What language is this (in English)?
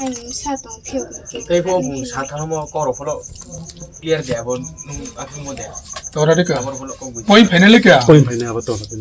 Riang (India)